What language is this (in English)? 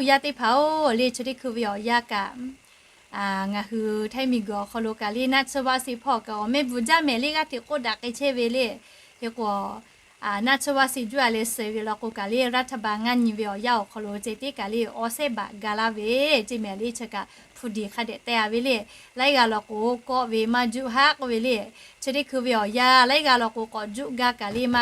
Lahu